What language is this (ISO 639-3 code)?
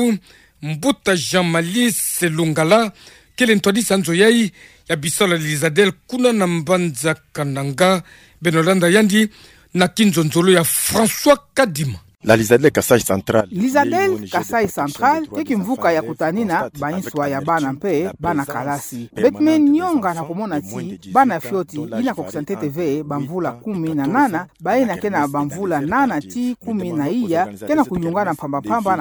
ktu